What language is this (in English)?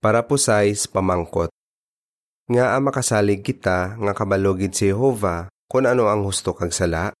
Hiligaynon